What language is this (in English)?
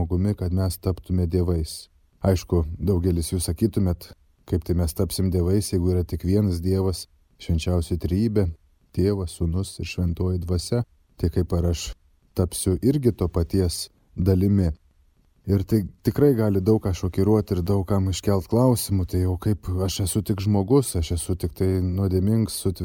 Lithuanian